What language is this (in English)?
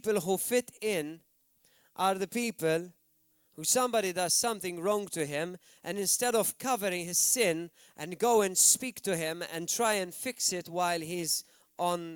English